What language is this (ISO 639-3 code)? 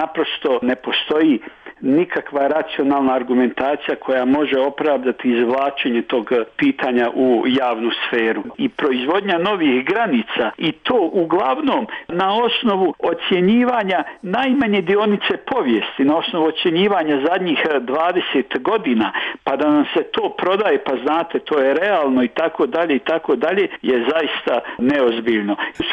hrv